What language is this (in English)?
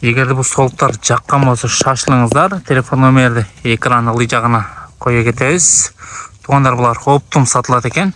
Kyrgyz